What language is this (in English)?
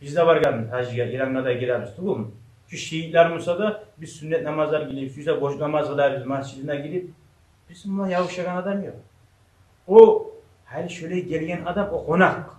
Kumyk